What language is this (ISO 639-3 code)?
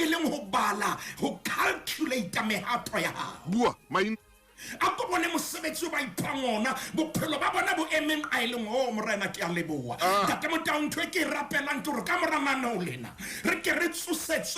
sot